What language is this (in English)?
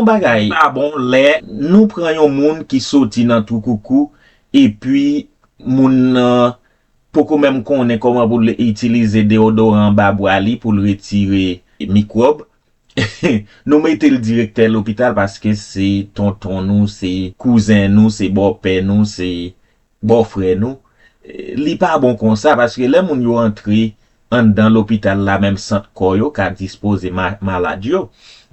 Haitian Creole